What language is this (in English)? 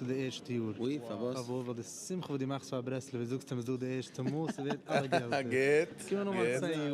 Yiddish